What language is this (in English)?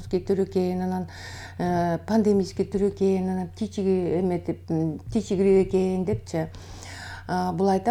Kyrgyz